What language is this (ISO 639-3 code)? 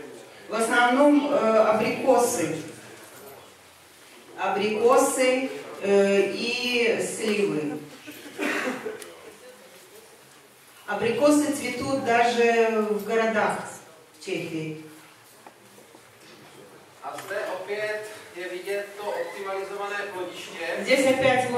rus